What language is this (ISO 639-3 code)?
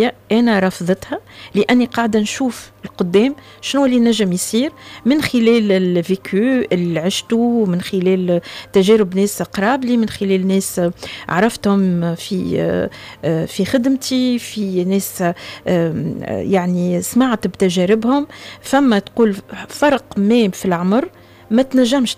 aeb